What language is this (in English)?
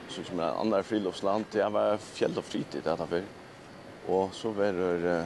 Faroese